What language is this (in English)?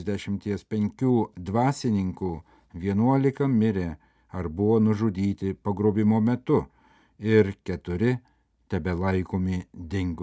Lithuanian